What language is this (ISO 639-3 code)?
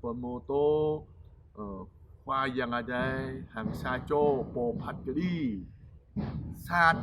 jra